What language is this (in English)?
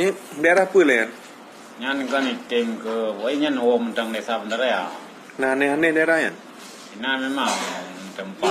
Achinese